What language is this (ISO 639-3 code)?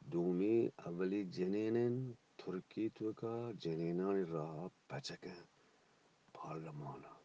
bgp